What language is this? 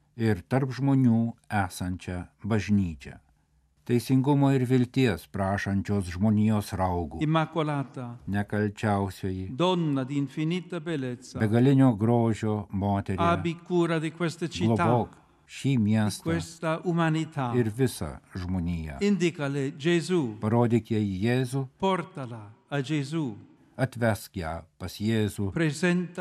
Lithuanian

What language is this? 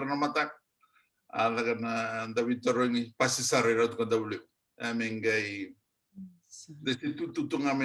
Fijian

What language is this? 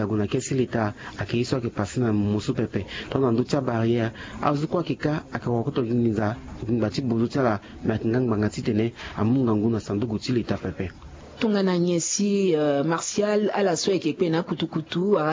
Sango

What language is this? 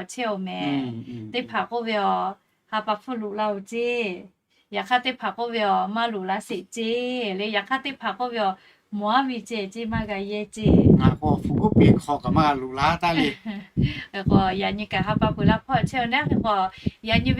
Lahu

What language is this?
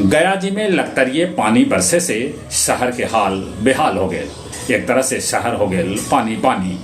Magahi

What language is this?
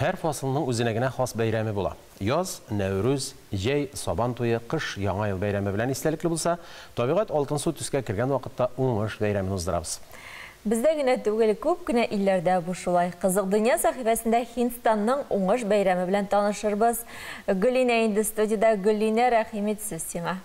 Tatar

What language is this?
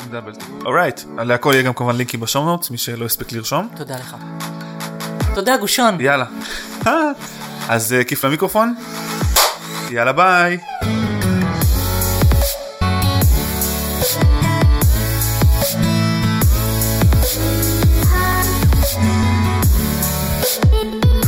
Hebrew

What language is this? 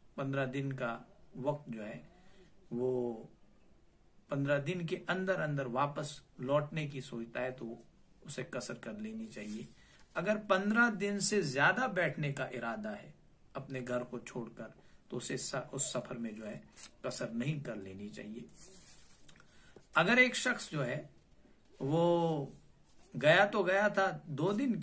Urdu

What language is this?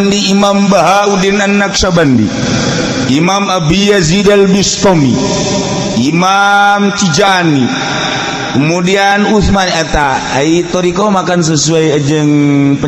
Sundanese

